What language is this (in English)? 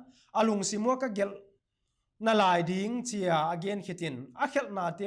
Paite Chin